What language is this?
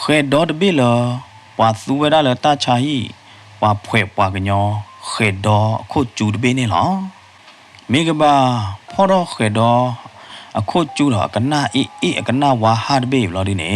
S'gaw Karen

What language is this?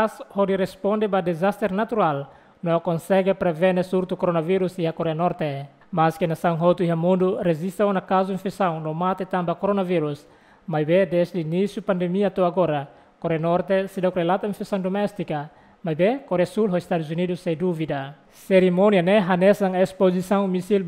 Tetum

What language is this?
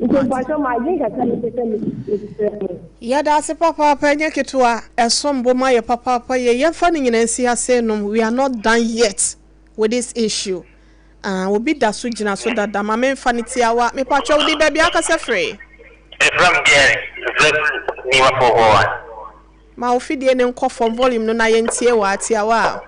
Akan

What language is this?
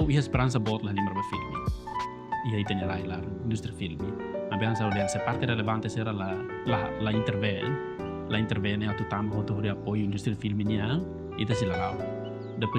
Tetum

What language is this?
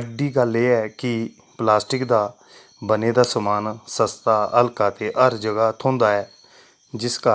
Dogri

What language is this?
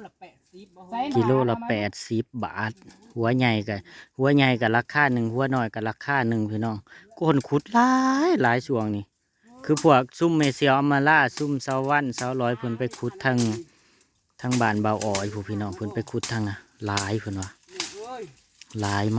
Northeastern Thai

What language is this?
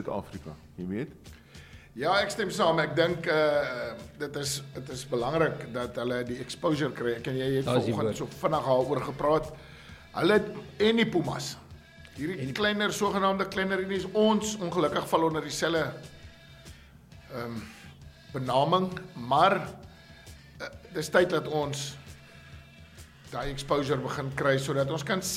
Afrikaans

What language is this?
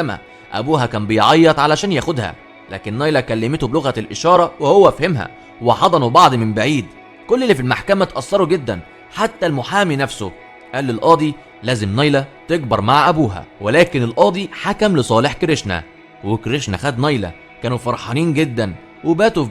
Egyptian Arabic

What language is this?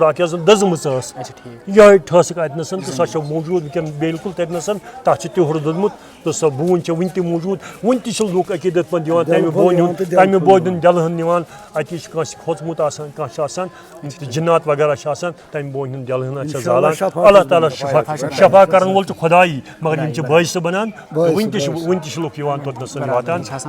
Kashmiri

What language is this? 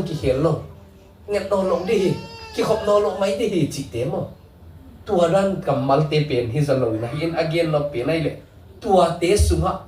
Tedim Chin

